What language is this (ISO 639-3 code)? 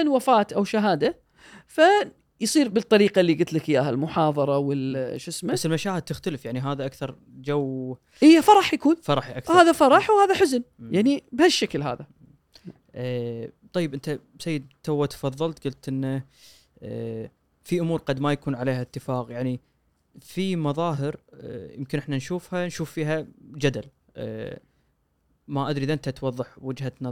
afb